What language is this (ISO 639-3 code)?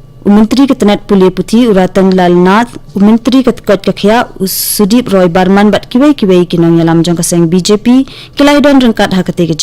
kha